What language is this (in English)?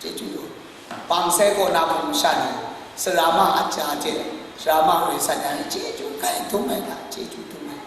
Kachin